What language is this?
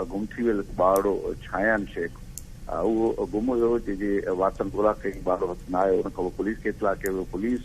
Sindhi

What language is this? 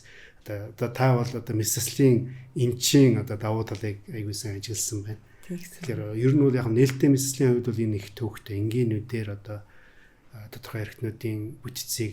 Mongolian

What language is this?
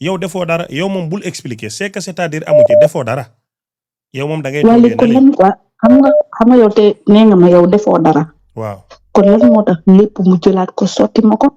Wolof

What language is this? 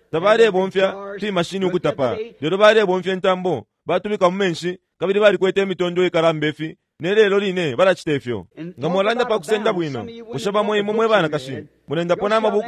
Bemba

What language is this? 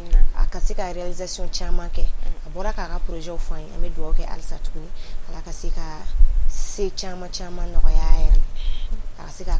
Bambara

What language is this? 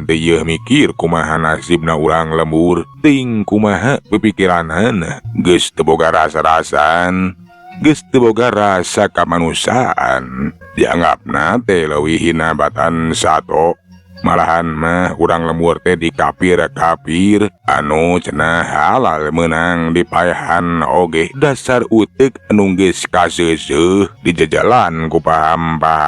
Sundanese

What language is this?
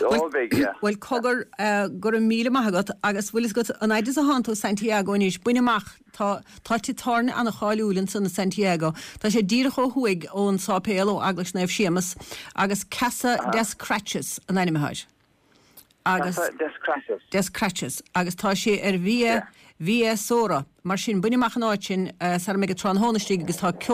Irish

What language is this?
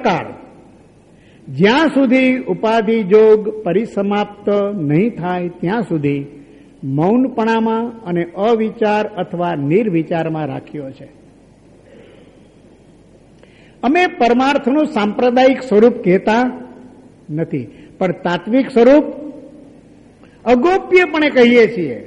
Gujarati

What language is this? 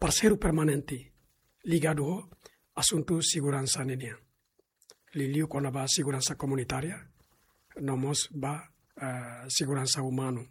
Tetum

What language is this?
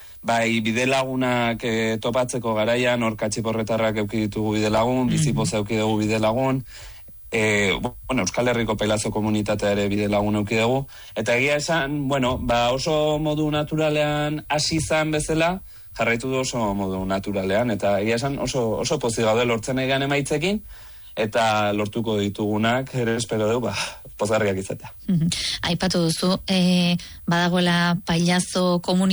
Basque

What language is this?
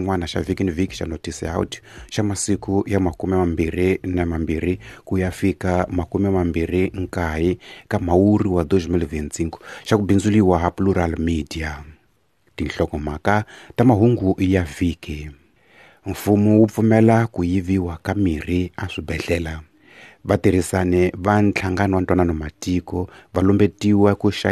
Tsonga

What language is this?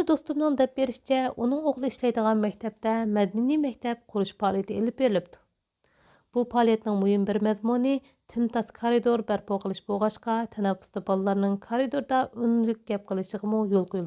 Uyghur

